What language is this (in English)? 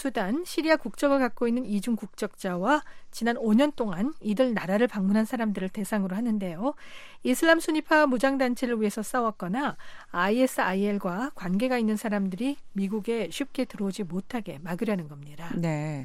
Korean